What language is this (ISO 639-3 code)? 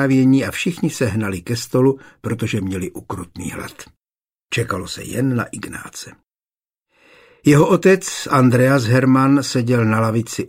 ces